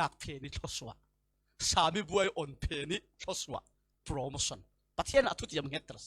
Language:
Falam Chin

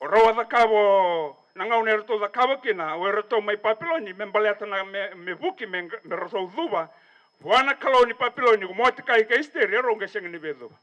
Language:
Fijian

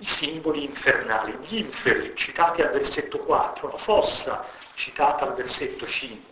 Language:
Italian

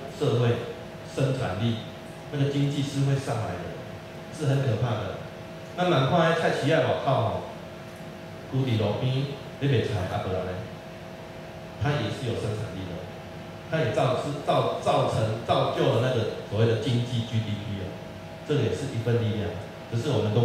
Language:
Chinese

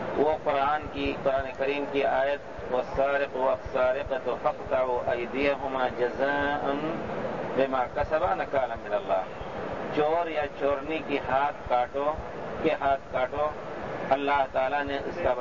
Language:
Urdu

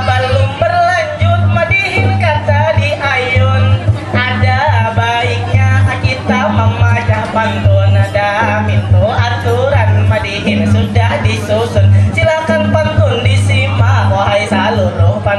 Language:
Banjar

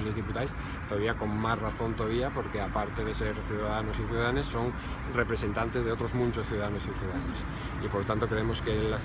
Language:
Asturian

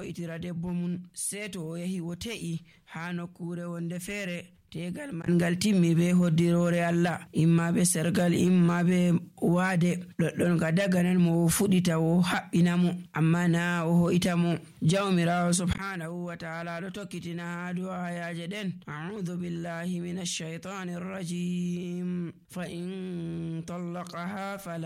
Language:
Nigerian Fulfulde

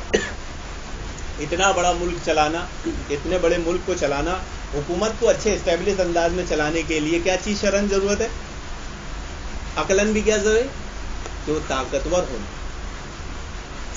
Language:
Urdu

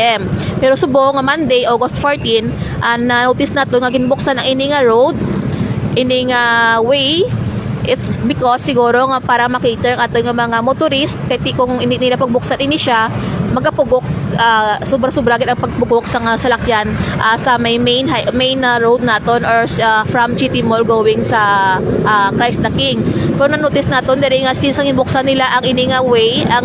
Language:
Hiligaynon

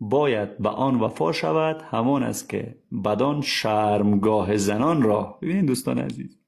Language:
Persian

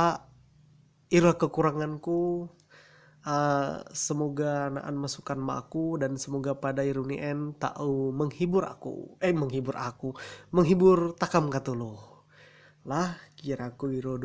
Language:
Ma'anyan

